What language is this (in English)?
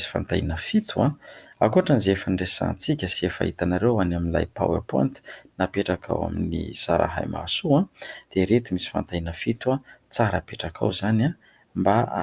Malagasy